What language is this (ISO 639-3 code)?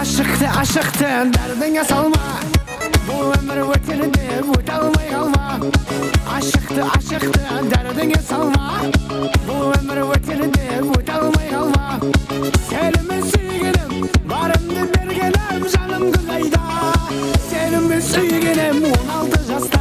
kaa